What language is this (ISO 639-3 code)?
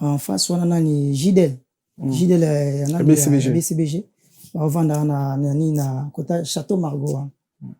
lin